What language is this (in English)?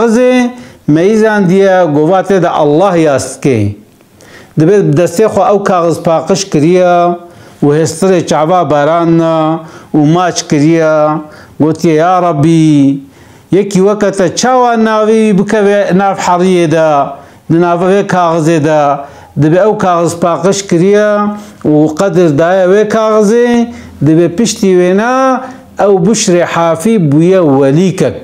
Kurdish